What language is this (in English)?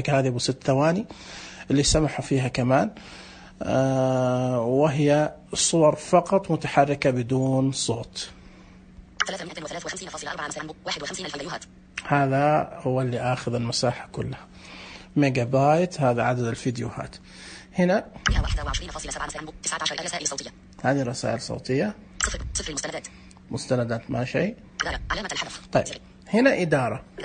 Najdi Arabic